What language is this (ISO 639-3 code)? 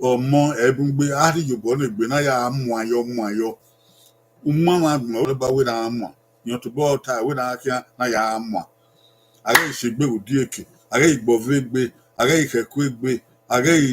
bin